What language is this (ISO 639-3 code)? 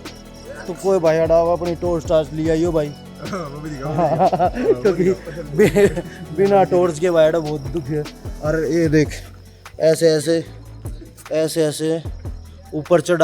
bgc